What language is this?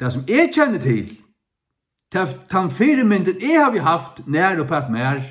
Faroese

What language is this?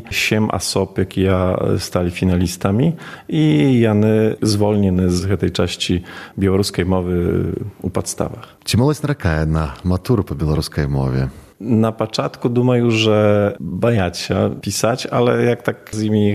Belarusian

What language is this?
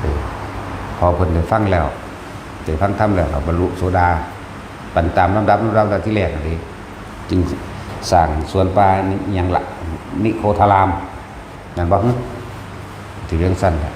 Northeastern Thai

